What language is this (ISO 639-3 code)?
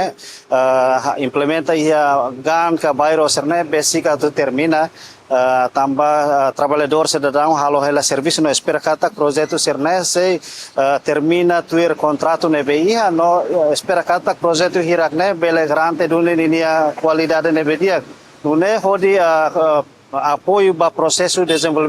tet